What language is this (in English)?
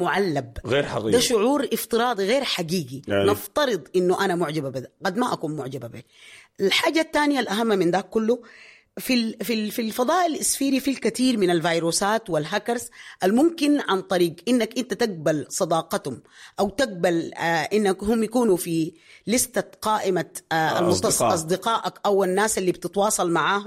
Sudanese Arabic